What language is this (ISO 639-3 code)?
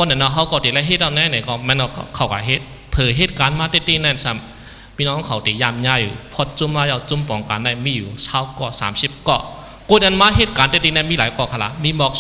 shn